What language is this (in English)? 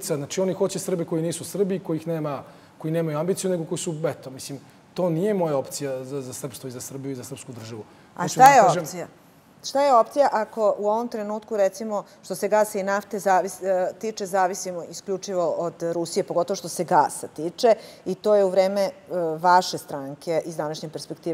Serbian